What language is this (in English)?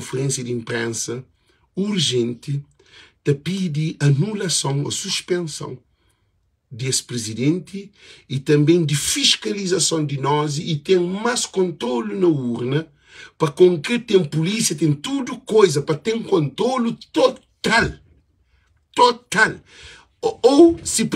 Kabuverdianu